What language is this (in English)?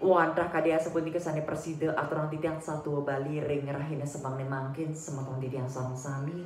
Balinese